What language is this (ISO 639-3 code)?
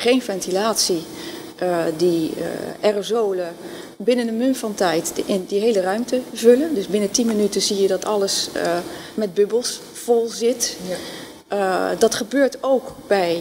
nld